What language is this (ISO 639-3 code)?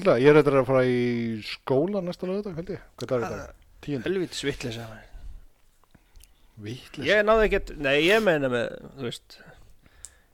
isl